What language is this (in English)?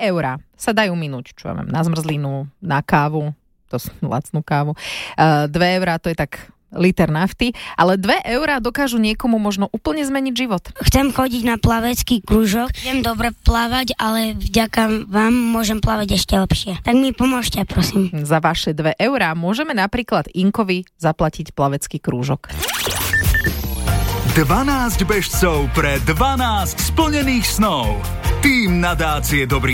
Slovak